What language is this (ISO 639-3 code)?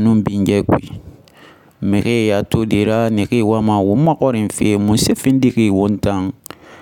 sus